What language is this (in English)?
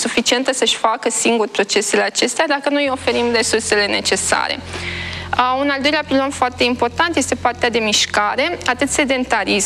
Romanian